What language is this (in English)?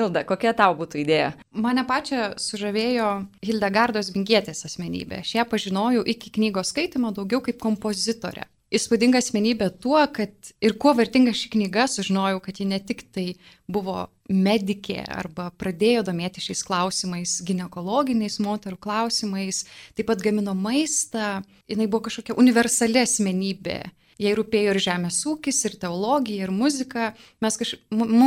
Lithuanian